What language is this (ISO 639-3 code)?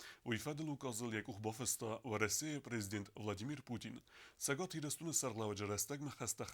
oss